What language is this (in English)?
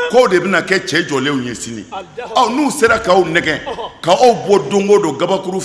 Bambara